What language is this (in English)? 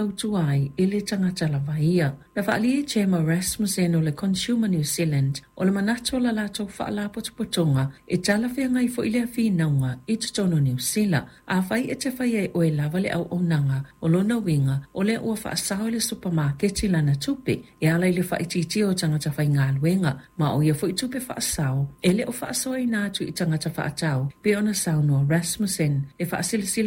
Samoan